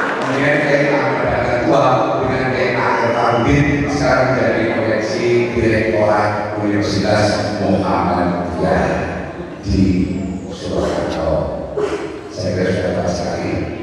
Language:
Indonesian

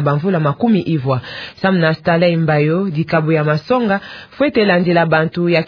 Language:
Kituba (Democratic Republic of Congo)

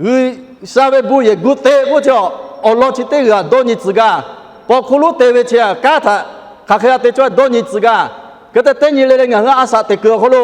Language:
Lahu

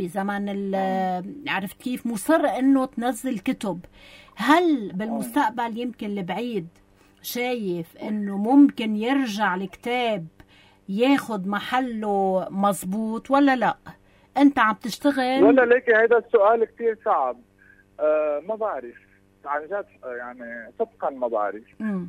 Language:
North Levantine Arabic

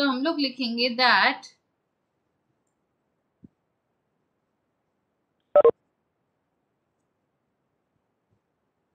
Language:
Hindi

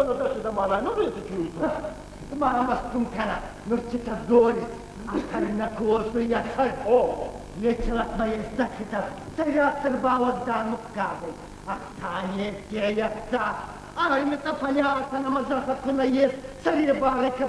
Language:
Ossetic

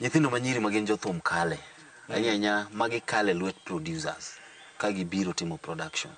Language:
Luo (Kenya and Tanzania)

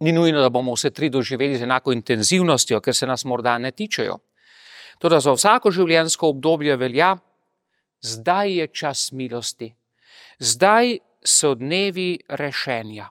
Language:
Slovenian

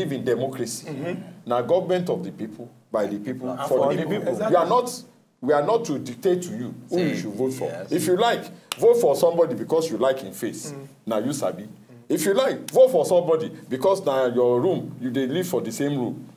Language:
Nigerian Pidgin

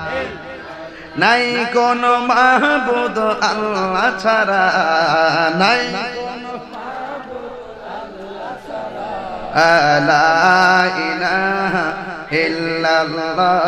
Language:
Bangla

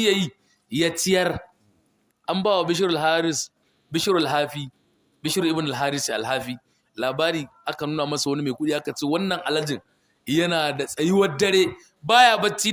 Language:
Hausa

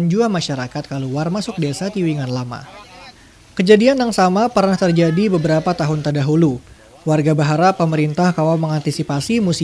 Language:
Banjar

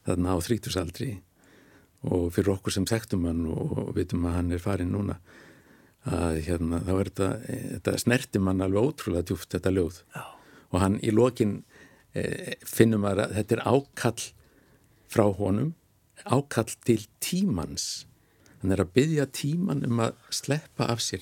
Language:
Icelandic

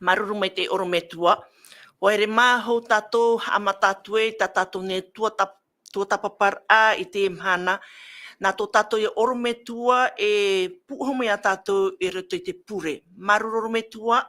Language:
Tahitian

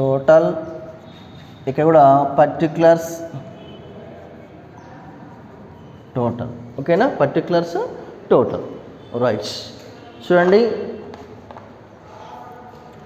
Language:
Telugu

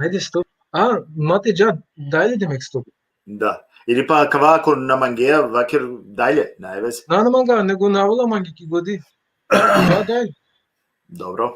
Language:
Balkan Romani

